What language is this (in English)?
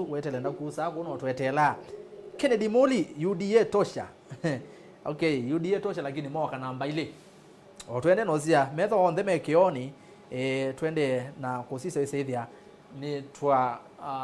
Kamba